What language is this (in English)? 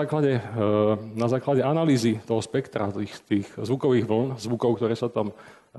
Slovak